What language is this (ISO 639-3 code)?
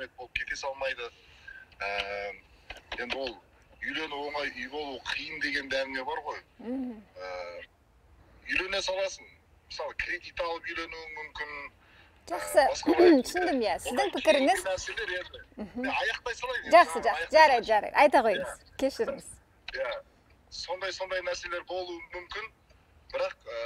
kaz